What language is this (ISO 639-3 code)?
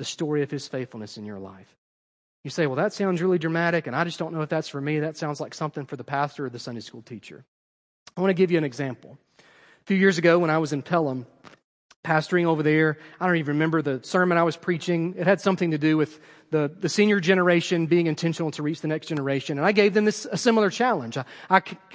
eng